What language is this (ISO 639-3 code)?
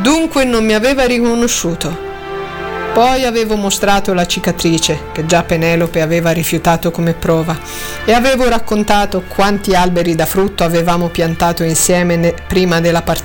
ita